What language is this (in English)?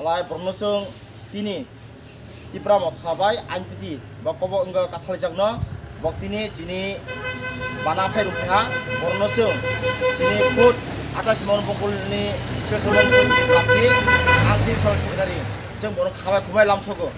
Kok Borok